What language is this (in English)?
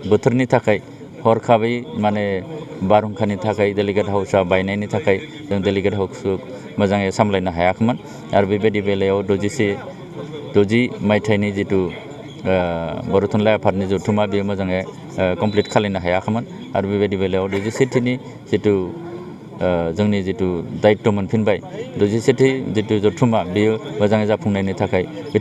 Bodo